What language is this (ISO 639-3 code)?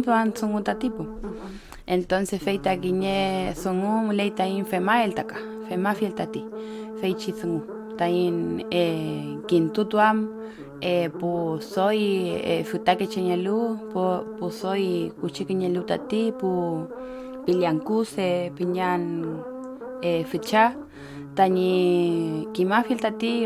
arn